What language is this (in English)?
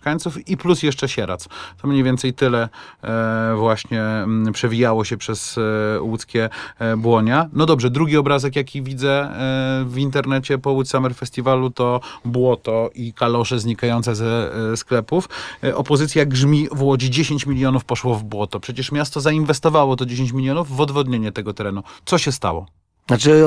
Polish